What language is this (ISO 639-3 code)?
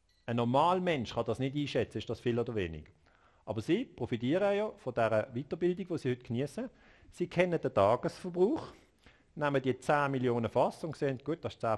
deu